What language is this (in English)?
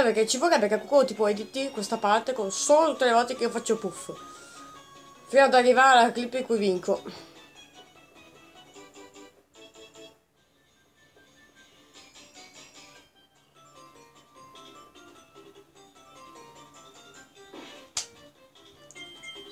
Italian